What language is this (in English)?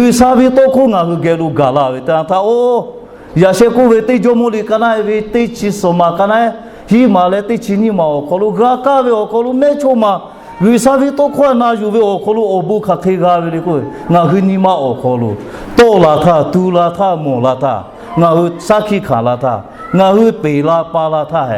Lahu